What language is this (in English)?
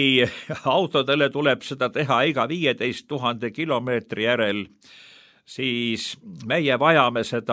Estonian